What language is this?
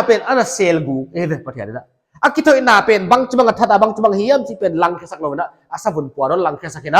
Paite Chin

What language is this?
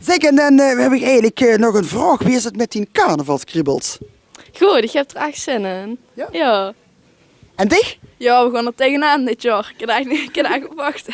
Limburgish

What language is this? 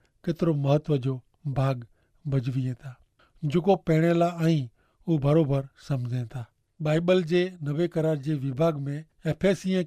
Kachhi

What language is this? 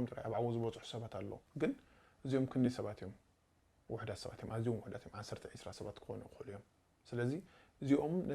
Tigrinya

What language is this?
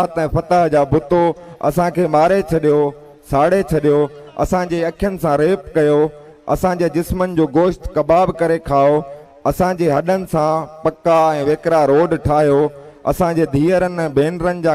Sindhi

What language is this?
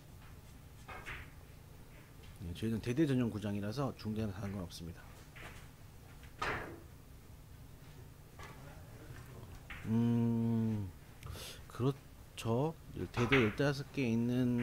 Korean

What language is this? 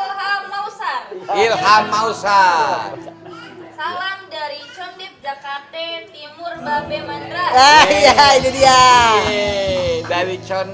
Betawi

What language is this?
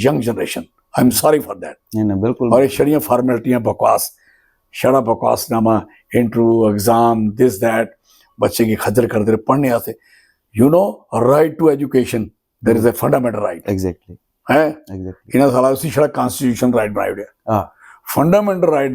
Dogri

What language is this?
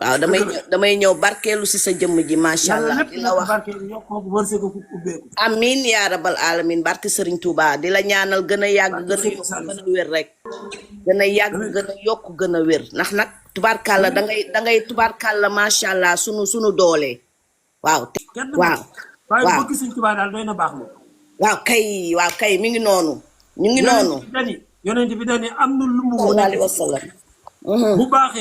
Wolof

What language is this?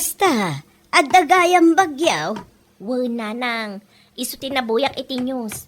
Iloko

